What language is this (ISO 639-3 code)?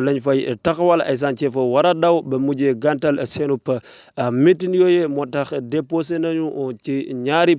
wol